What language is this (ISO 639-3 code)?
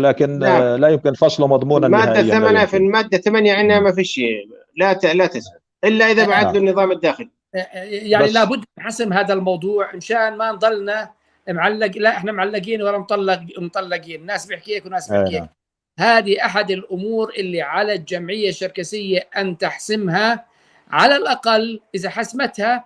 apc